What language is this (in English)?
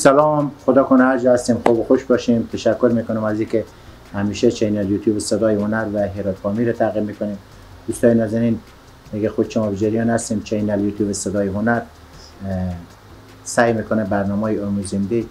Persian